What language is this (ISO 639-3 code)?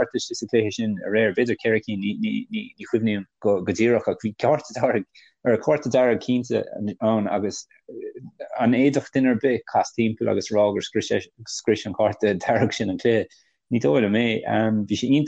gle